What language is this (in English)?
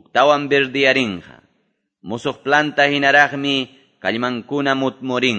Quechua